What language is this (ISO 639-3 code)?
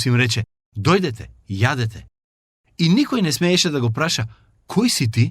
mkd